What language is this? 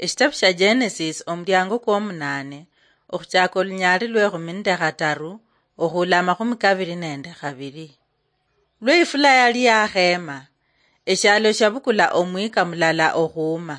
Luyia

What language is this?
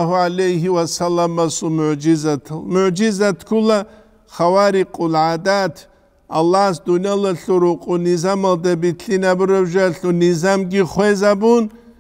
Avaric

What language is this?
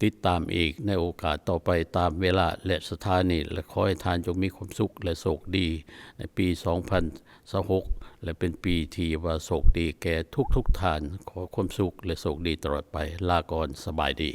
Lao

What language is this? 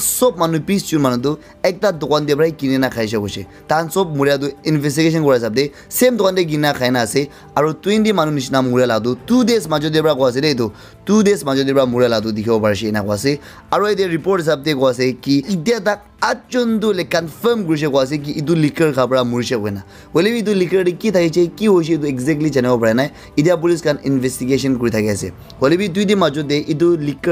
Naga Pidgin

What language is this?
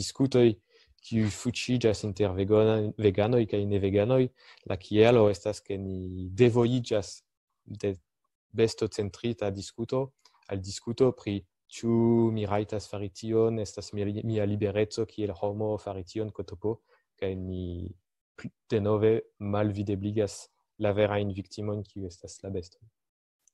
Esperanto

